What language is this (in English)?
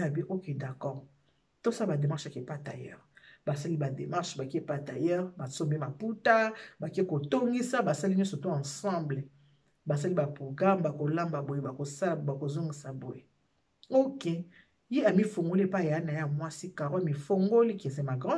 Lingala